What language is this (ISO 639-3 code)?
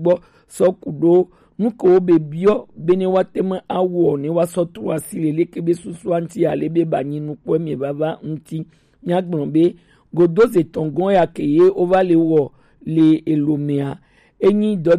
gej